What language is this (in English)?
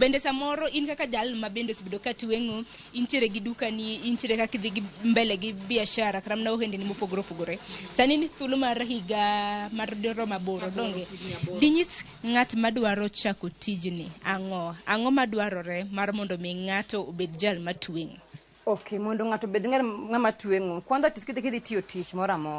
Luo (Kenya and Tanzania)